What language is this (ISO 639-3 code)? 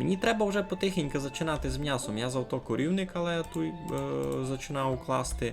rue